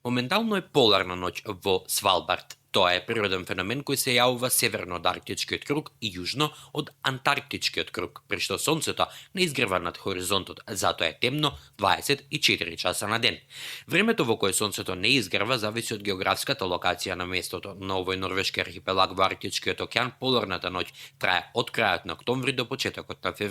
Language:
Macedonian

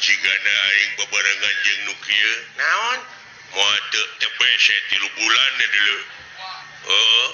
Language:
Sundanese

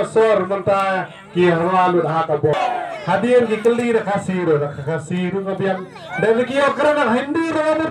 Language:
Khasi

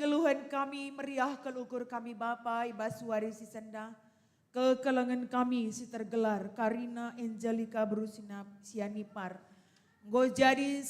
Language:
Batak Karo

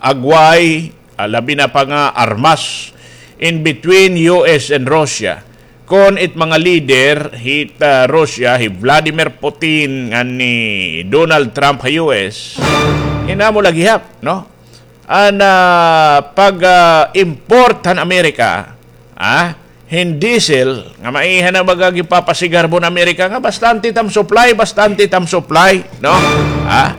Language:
Waray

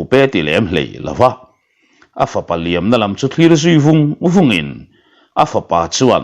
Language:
Mizo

